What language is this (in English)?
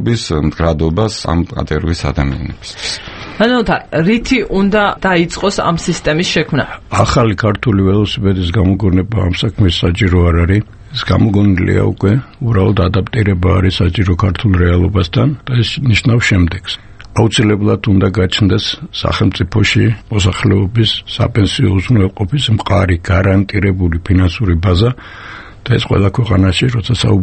Georgian